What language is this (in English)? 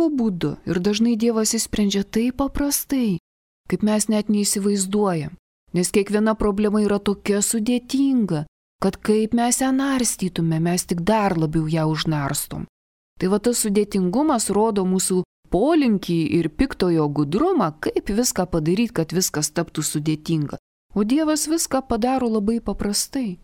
Lithuanian